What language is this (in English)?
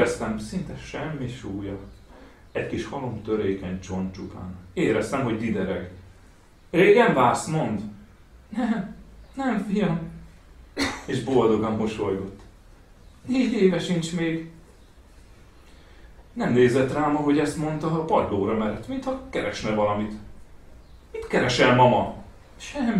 Hungarian